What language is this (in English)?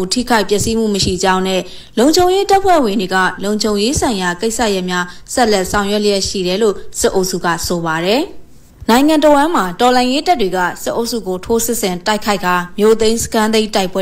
Burmese